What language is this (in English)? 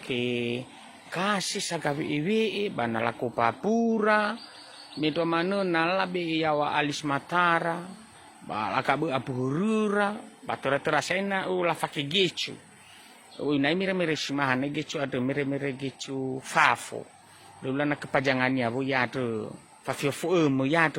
Nias